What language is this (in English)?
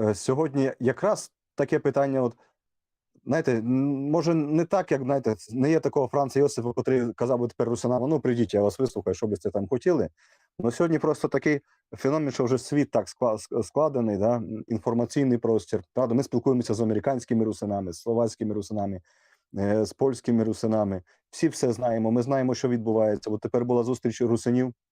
Rusyn